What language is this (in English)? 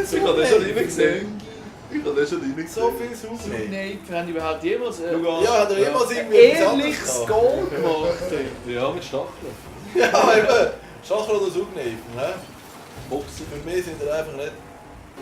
Swiss German